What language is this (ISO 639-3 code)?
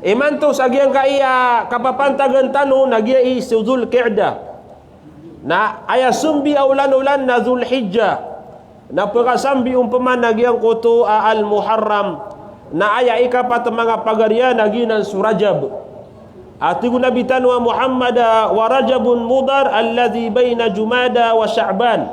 mrw